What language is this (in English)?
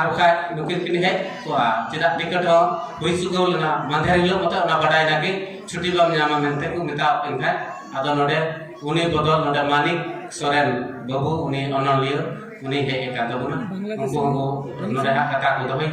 Santali